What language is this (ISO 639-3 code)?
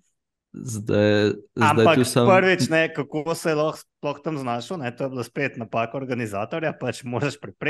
slv